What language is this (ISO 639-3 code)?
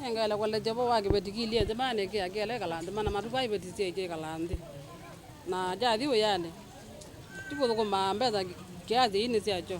kam